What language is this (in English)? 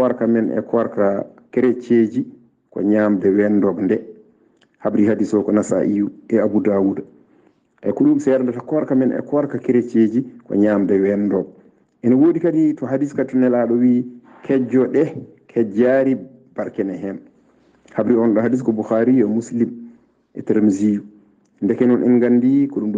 Fula